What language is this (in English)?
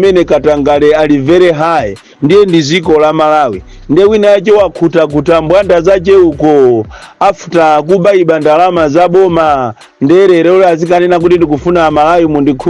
Nyanja